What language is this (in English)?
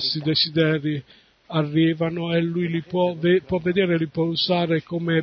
Italian